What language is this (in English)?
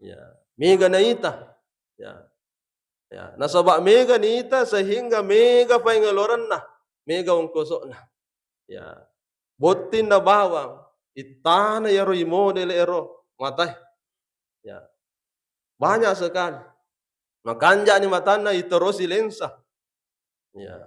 Buginese